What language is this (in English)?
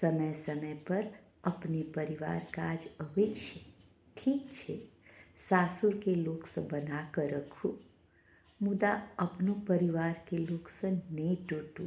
Maithili